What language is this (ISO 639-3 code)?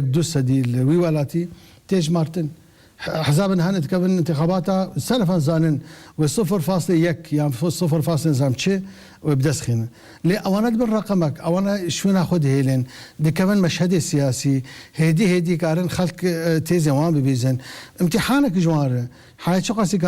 kur